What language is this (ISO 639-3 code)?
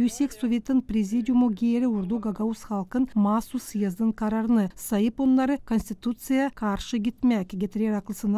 gag